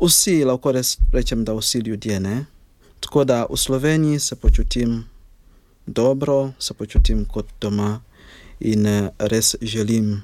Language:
Slovenian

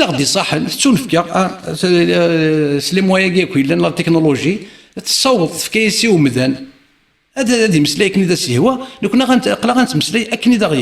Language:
Kabyle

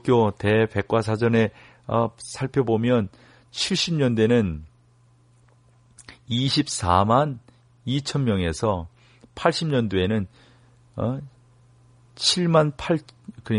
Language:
Korean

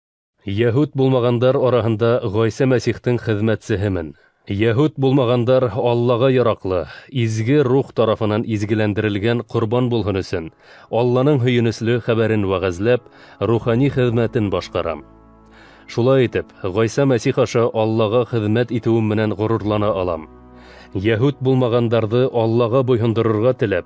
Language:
Bashkir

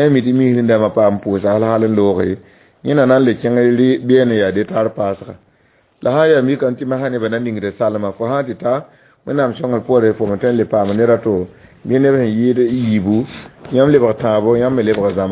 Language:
Mossi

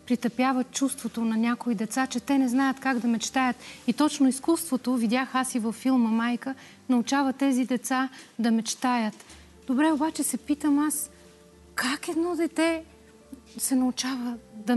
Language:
Bulgarian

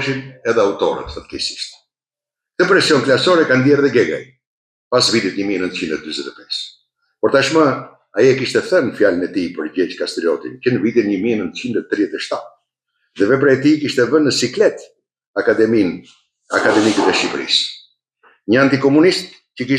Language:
Albanian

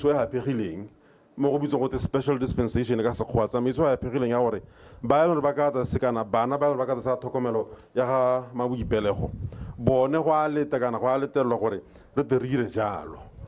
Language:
Tswana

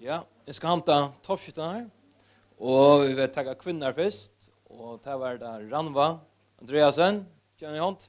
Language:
Faroese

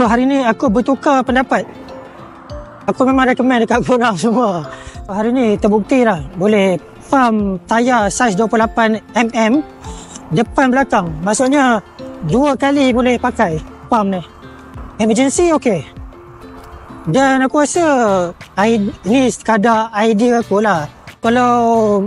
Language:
Malay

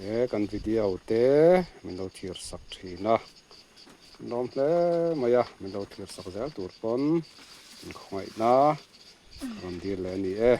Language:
Mizo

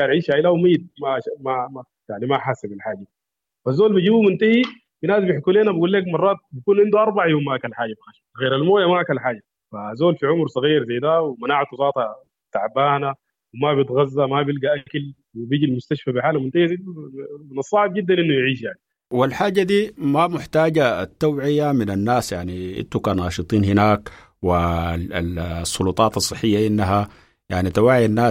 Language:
Sudanese Arabic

